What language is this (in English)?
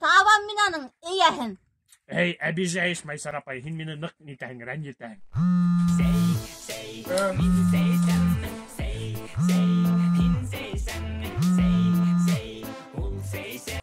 Bashkir